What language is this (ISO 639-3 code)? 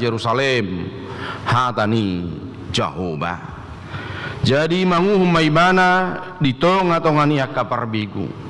bbc